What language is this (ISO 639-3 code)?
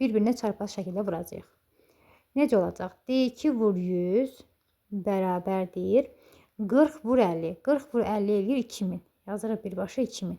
aze